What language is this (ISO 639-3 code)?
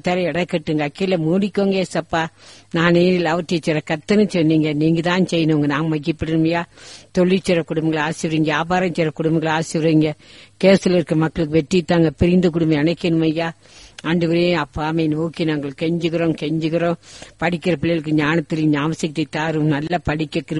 tam